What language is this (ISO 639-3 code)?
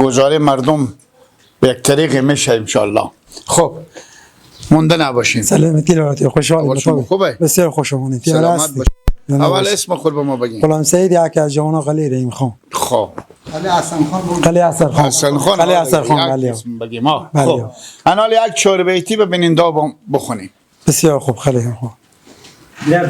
fas